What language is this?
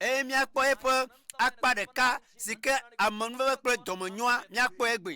Ewe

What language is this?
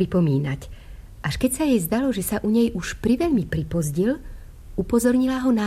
Slovak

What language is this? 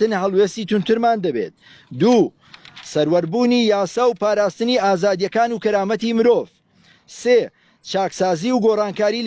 Central Kurdish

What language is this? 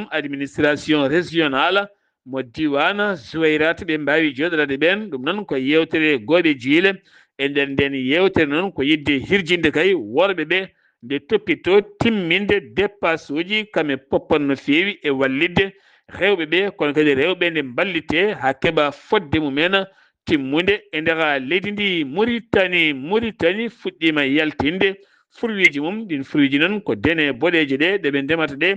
Fula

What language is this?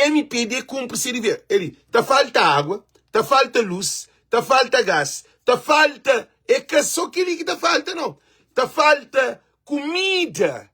Kabuverdianu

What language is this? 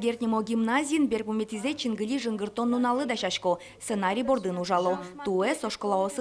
Udmurt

